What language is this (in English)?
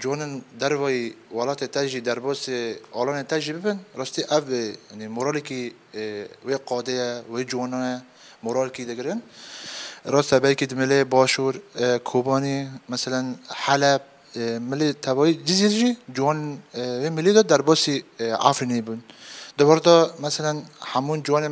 Kurdish